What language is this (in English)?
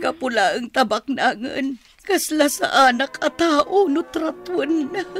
Iloko